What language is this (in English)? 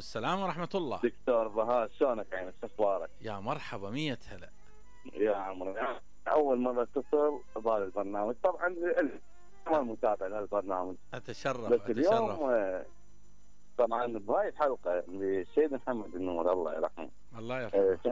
Mesopotamian Arabic